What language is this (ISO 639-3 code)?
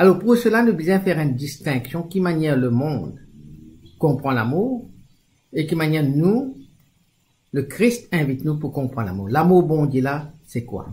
mfe